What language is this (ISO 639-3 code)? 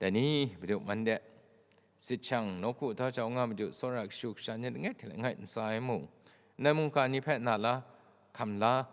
kac